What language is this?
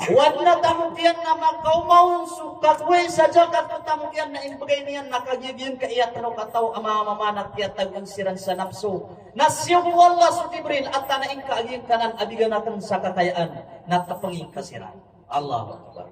Maranao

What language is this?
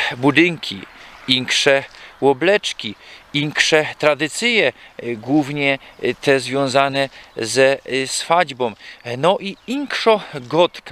Silesian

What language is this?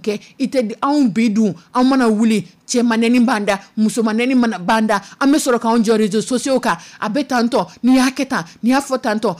Dyula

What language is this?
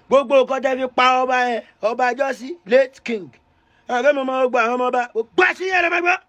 Yoruba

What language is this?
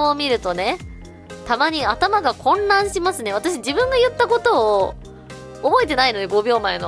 Japanese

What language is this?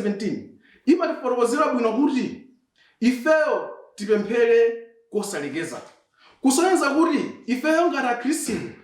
Nyanja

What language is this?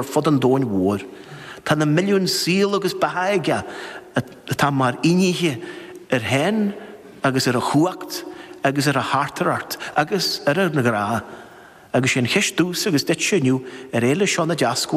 Irish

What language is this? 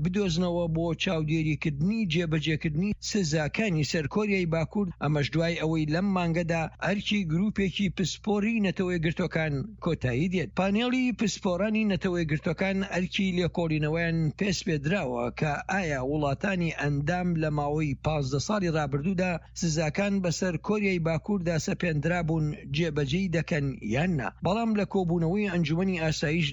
Central Kurdish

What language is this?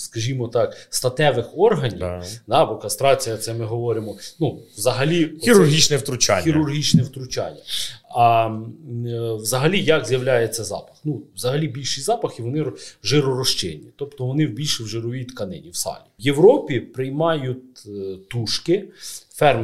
Ukrainian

